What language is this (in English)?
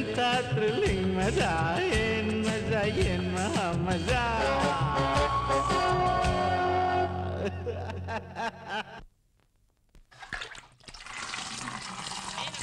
Kannada